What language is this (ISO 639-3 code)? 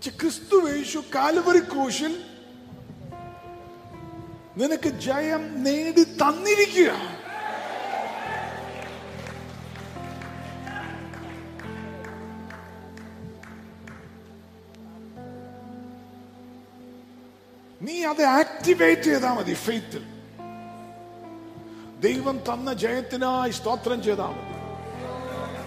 mal